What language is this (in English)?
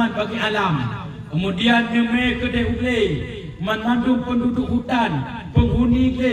Achinese